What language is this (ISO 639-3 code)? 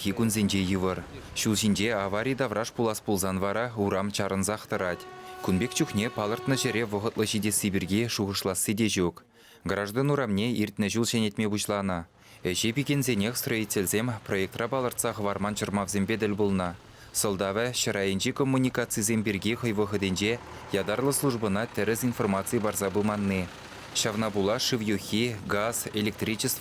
chv